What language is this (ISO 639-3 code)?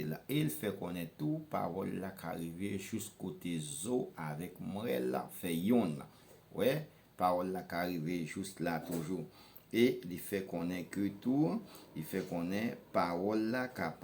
hat